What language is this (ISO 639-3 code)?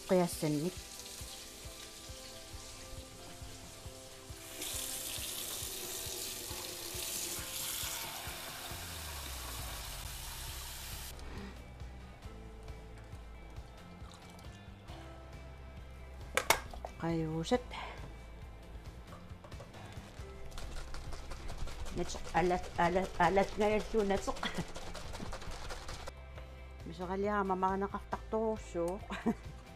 kal